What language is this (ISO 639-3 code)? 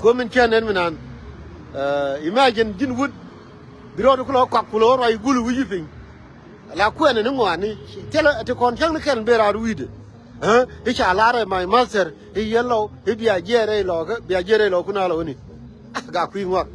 nus